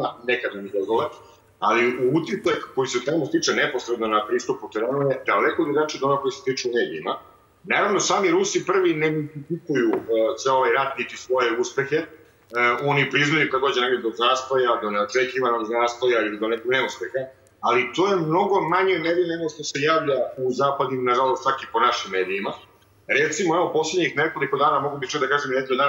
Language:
Serbian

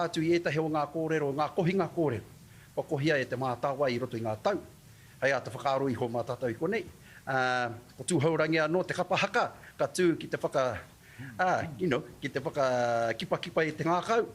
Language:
Māori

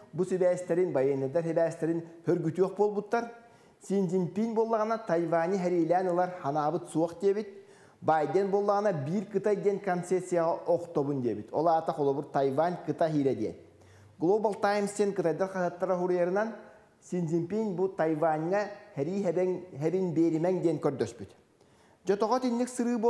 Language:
Yakut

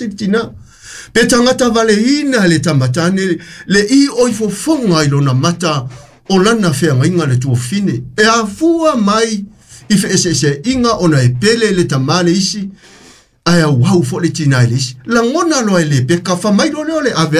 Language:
Samoan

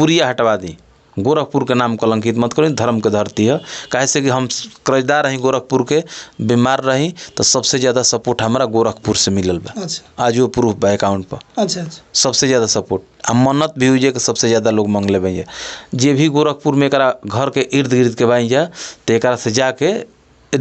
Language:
Bhojpuri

